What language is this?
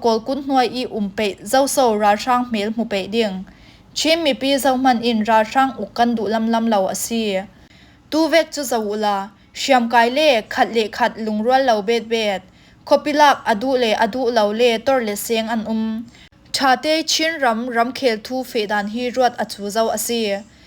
Falam Chin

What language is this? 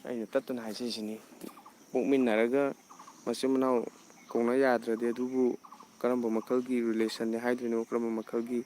Manipuri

